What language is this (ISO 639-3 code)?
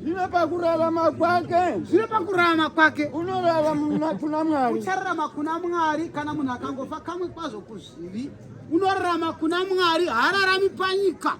sna